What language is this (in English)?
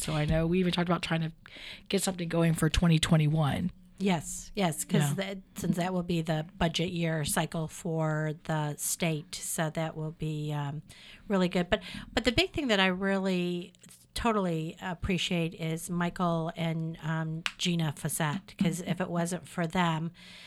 English